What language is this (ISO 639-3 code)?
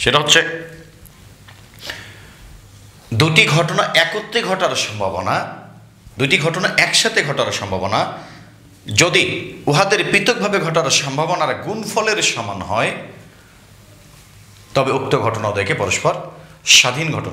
ben